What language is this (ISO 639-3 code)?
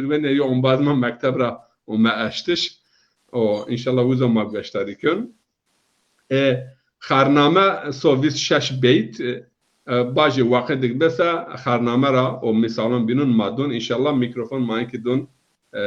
zza